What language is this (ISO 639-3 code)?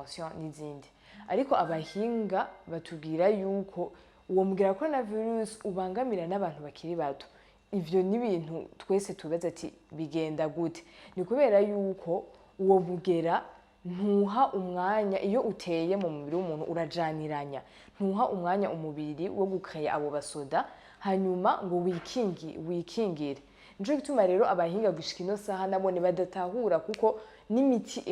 run